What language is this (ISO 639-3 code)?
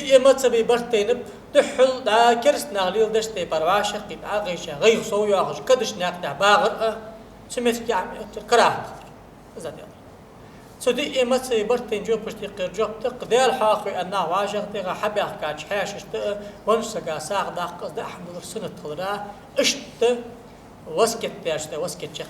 inh